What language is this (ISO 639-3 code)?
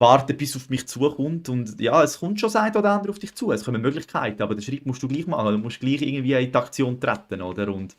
gsw